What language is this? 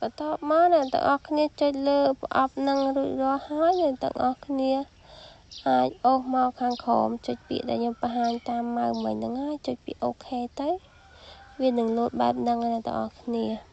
Khmer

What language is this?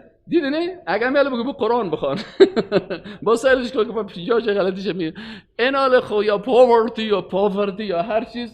Persian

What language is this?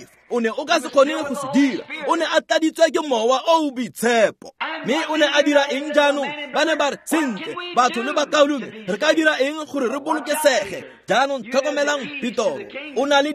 Tswana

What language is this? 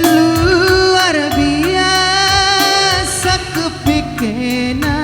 Batak Karo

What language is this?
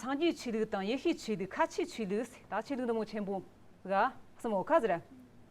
Amdo Tibetan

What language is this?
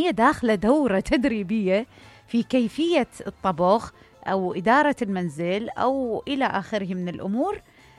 Mesopotamian Arabic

